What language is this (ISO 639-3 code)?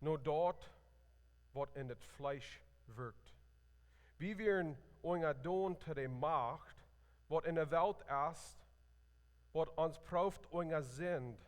pdt